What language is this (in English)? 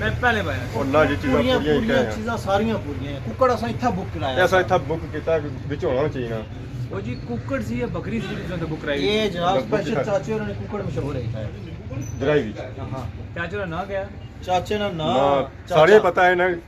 Pahari-Potwari